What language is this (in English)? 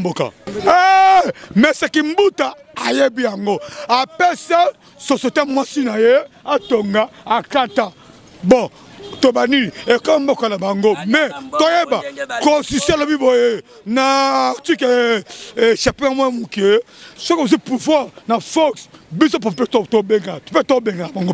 Lingala